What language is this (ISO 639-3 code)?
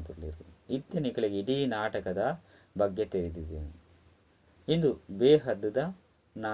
tcy